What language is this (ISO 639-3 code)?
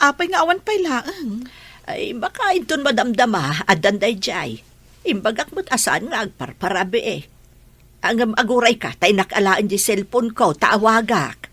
ilo